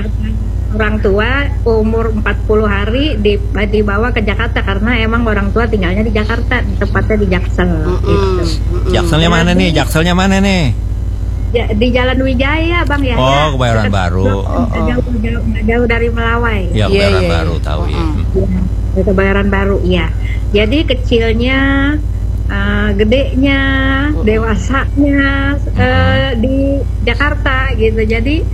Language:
Indonesian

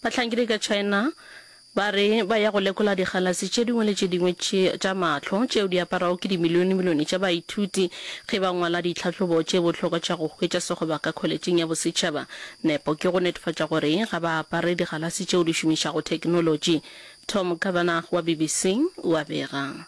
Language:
Northern Sotho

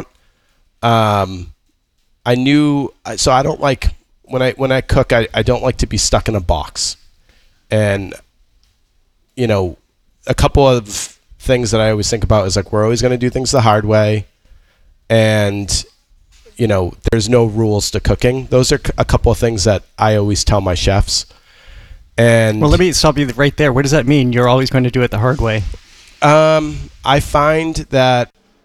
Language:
English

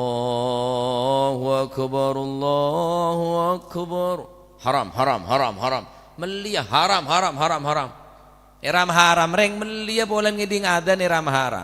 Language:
Madurese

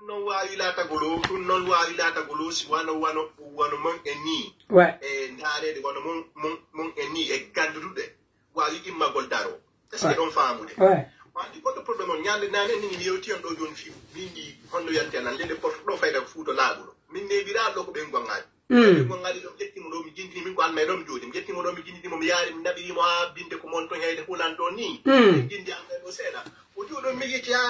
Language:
Pular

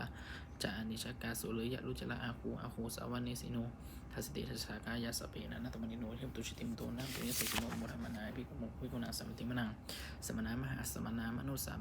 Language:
Pali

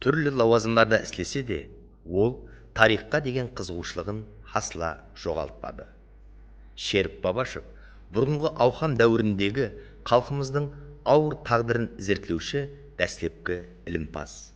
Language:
Kara-Kalpak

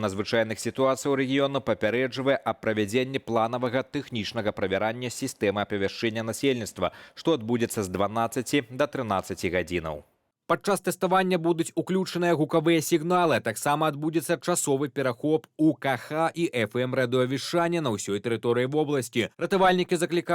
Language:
Belarusian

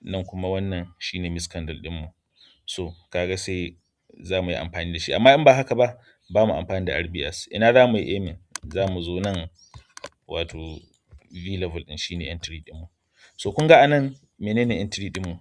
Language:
Hausa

